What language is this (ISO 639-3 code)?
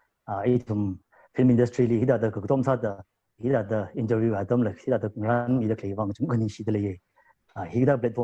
nmf